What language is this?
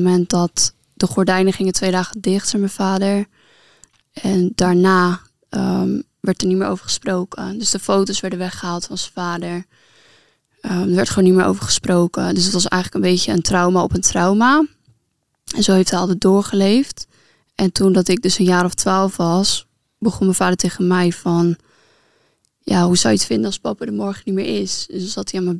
Dutch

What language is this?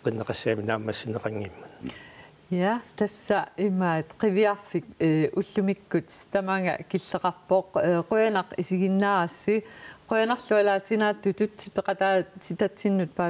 Kalaallisut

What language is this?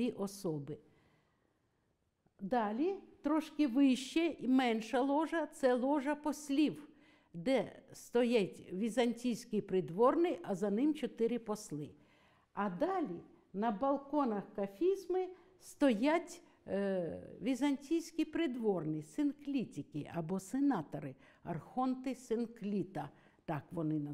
Ukrainian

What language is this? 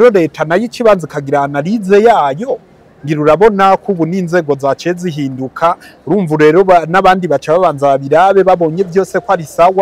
Rundi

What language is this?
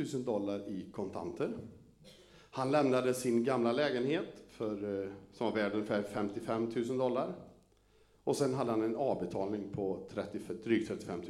Swedish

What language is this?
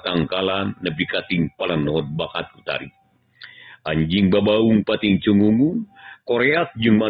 Sundanese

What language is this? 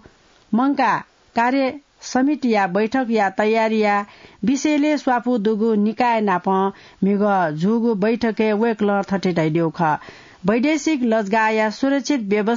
Newari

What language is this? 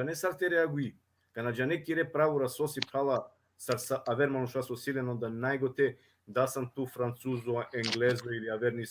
Balkan Romani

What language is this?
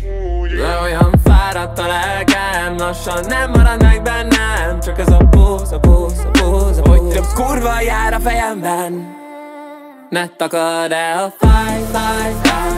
Hungarian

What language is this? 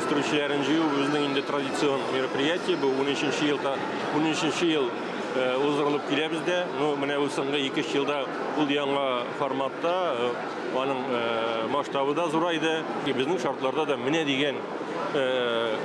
Tatar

